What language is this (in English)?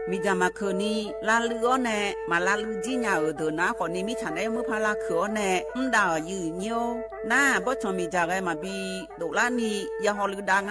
Akha